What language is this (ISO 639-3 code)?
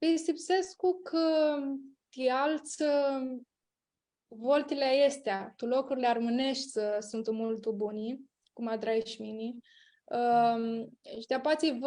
rup